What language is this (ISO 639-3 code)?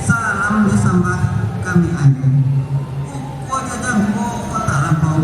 min